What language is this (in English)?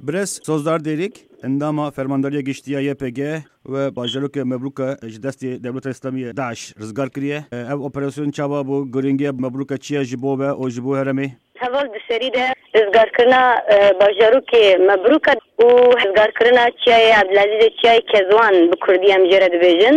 Kurdish